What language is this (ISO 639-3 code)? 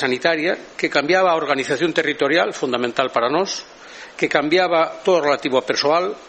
glg